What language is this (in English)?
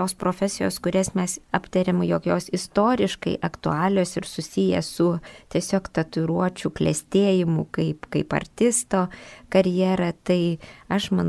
Lithuanian